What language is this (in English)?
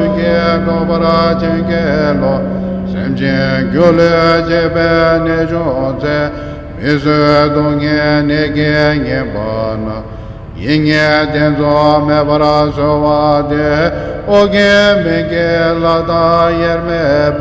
Tibetan